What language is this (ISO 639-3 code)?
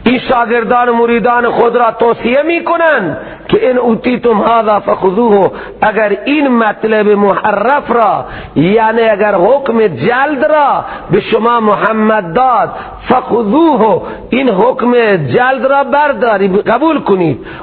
fas